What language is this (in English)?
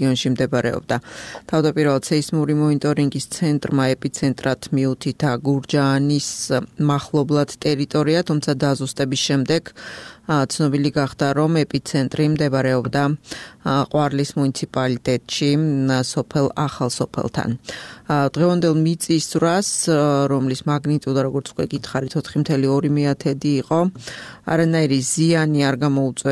Georgian